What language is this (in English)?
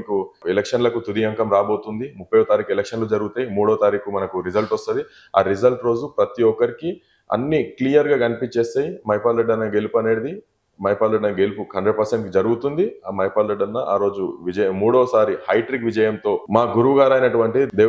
Telugu